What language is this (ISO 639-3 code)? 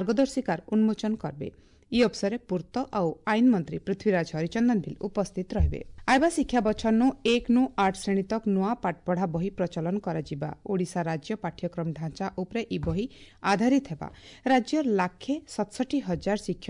ori